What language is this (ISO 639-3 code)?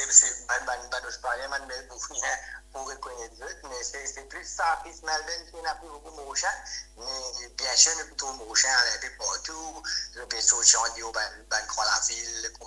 mfe